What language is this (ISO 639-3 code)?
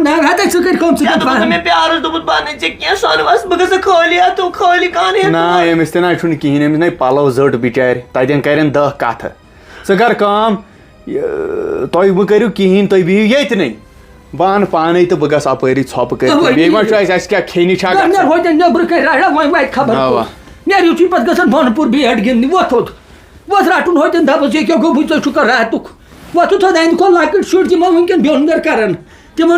kas